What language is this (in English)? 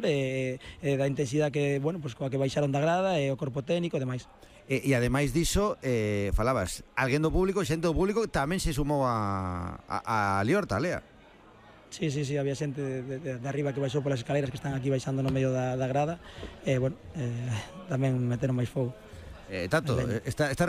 Galician